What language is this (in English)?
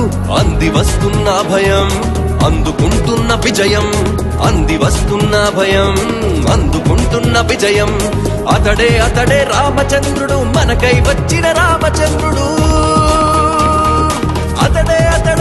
Telugu